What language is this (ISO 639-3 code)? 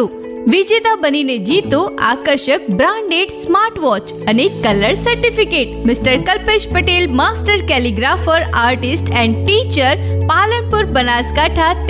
guj